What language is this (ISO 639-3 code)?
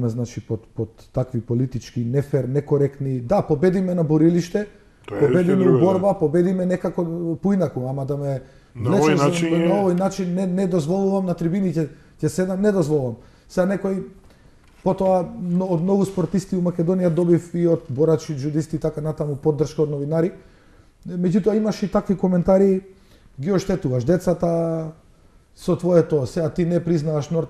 mkd